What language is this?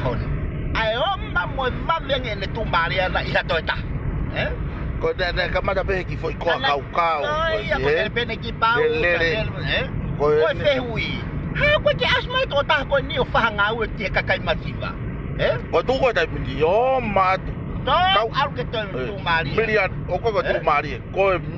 Tongan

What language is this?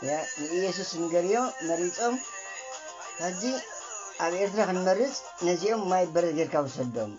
Tigrinya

